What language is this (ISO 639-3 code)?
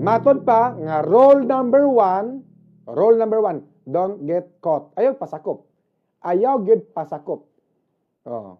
ceb